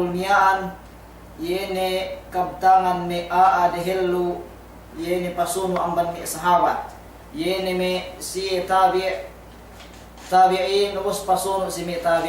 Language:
Yakan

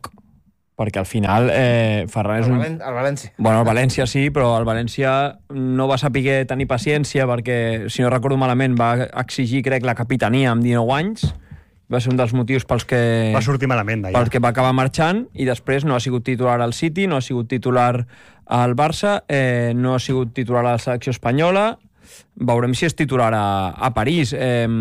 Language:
Catalan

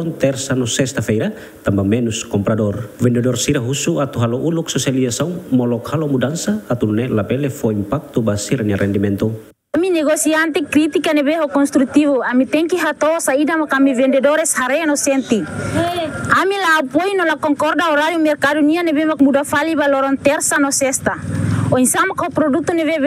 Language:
Tetum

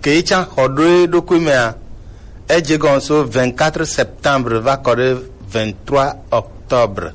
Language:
Gen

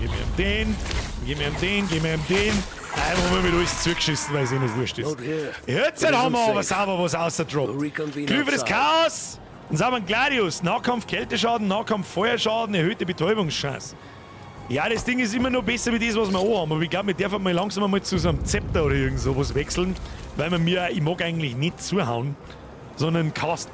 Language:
Bavarian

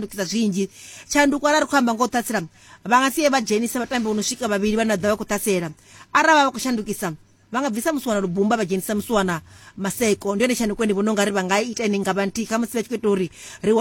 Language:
Venda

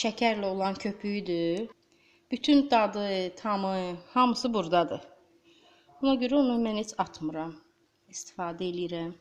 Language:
Azerbaijani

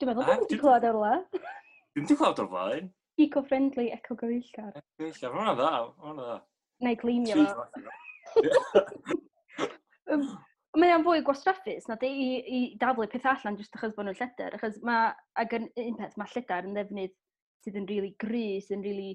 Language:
Welsh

